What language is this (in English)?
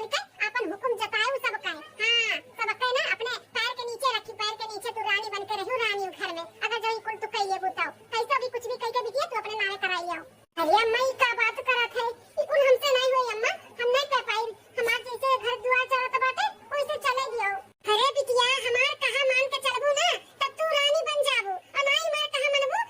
Awadhi